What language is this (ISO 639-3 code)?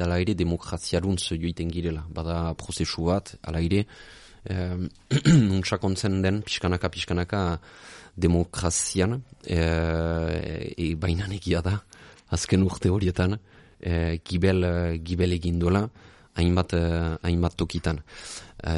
eus